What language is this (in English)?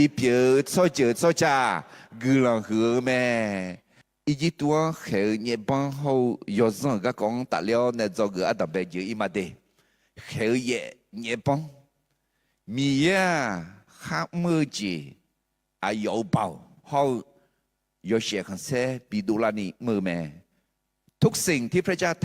Akha